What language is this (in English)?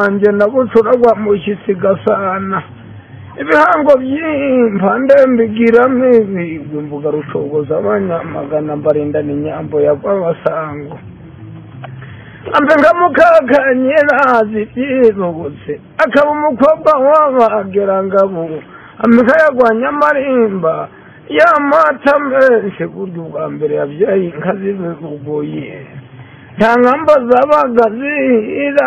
Kinyarwanda